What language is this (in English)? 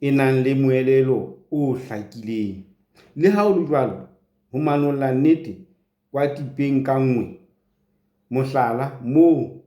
Southern Sotho